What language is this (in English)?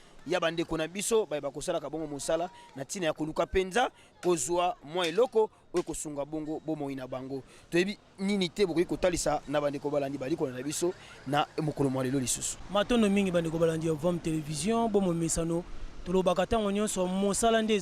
Lingala